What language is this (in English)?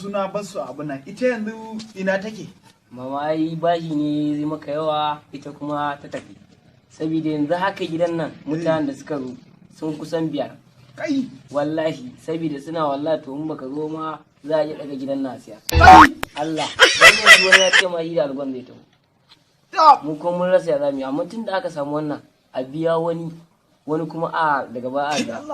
Hausa